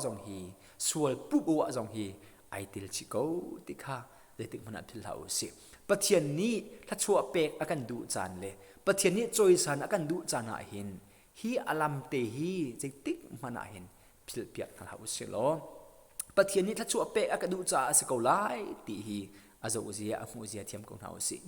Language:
Hakha Chin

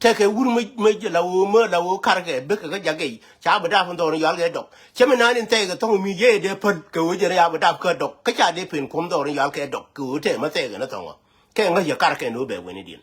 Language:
Nuer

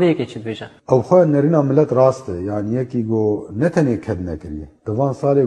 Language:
Kurdish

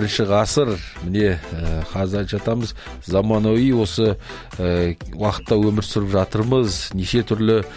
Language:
Kazakh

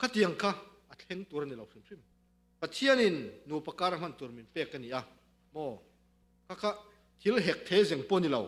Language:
Mizo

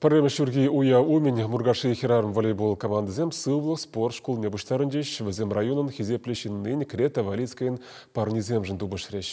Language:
Chuvash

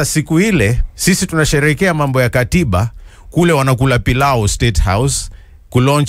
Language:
Swahili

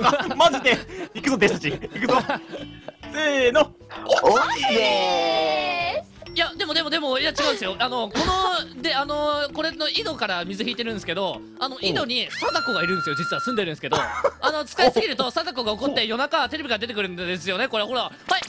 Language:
Japanese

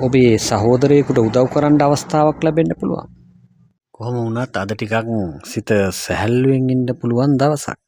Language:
Sinhala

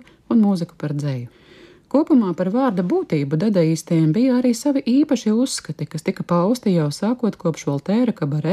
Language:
Latvian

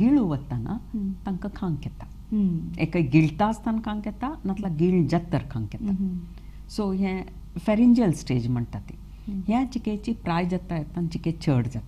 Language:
Konkani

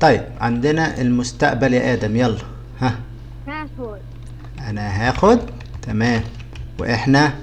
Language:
Egyptian Arabic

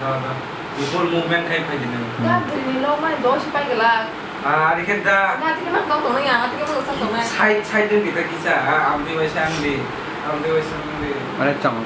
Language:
Kok Borok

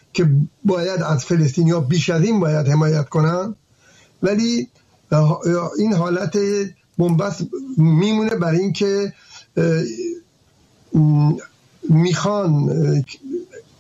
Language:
Persian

